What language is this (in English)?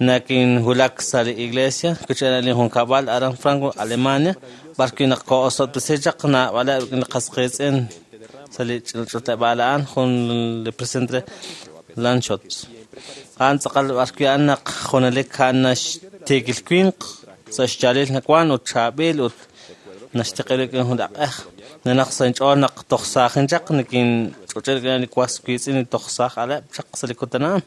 Kekchí